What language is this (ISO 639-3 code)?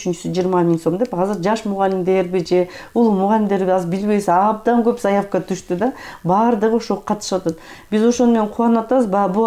kir